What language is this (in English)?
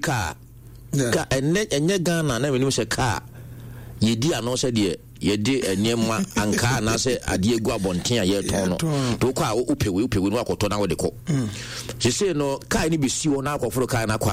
Akan